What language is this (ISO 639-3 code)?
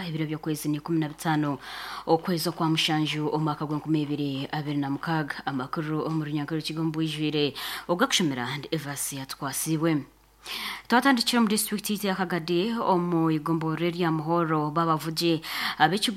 nyn